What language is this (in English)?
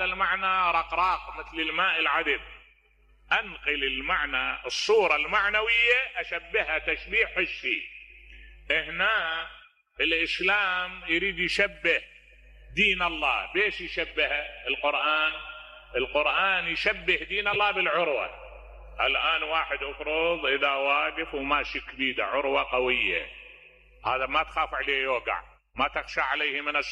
Mesopotamian Arabic